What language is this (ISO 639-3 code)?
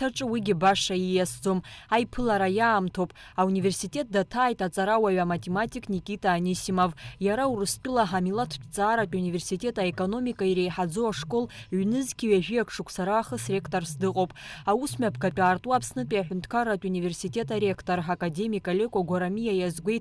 abk